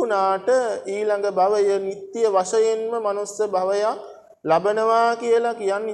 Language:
Sinhala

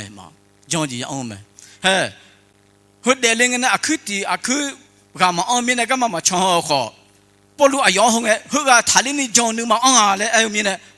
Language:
Akha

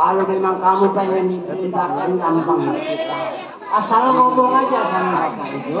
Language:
Betawi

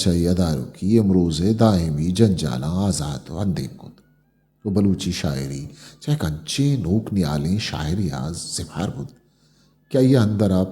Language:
Eastern Balochi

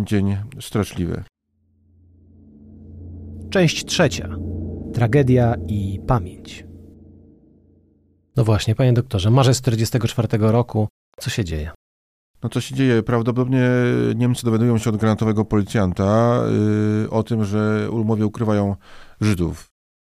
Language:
Polish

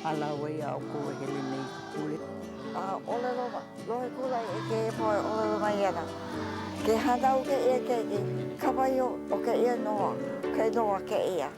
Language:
Hawaiian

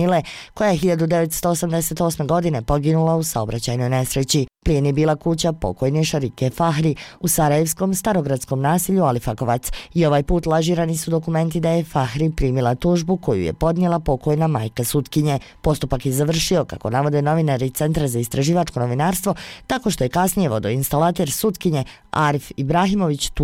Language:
Bosnian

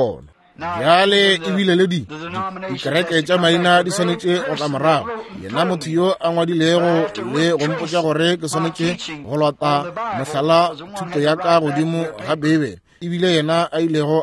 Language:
Northern Sotho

